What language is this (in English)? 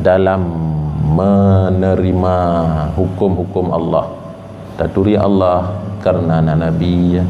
Achinese